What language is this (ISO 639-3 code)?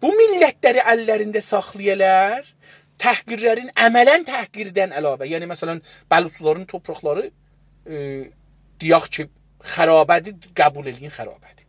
azb